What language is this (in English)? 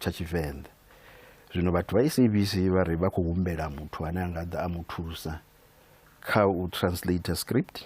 Venda